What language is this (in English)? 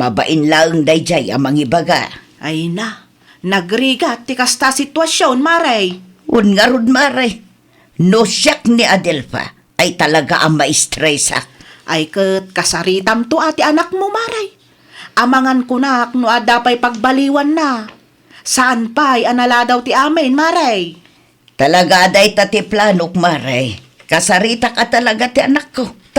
Iloko